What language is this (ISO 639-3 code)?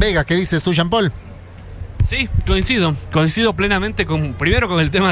spa